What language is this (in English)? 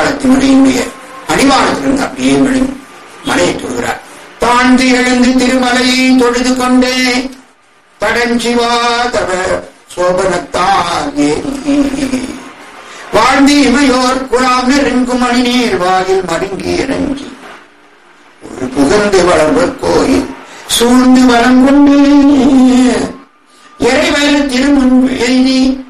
Tamil